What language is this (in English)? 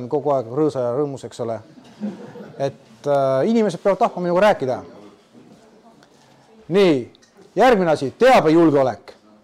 Estonian